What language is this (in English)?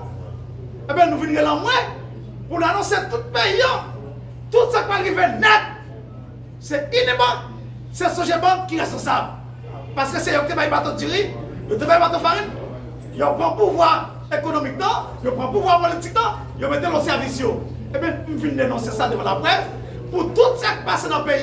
Haitian Creole